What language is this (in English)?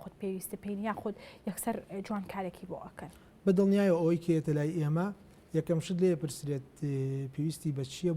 Central Kurdish